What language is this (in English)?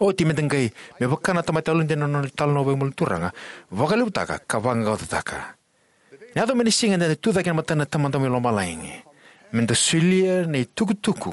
Fijian